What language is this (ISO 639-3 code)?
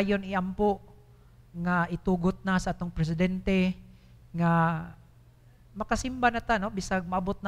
ceb